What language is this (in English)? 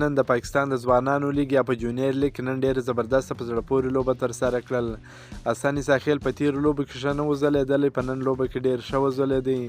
Pashto